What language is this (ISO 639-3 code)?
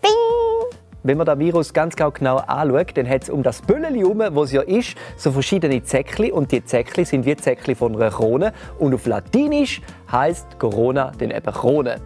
gsw